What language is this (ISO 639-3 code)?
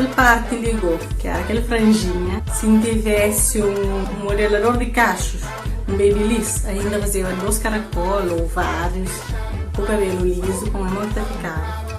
kea